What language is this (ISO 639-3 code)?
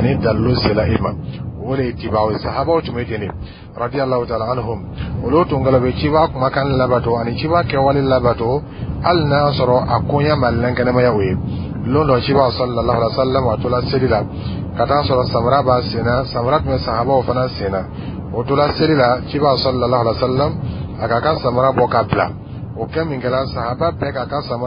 dyu